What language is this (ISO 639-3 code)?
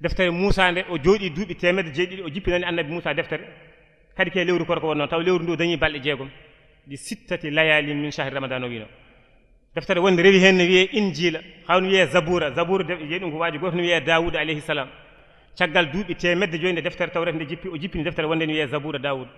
ful